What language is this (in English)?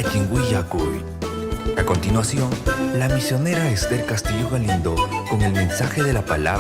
Ayacucho Quechua